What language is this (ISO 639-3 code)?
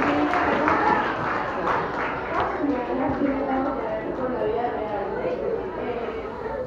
spa